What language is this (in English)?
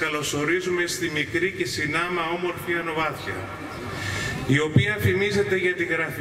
Greek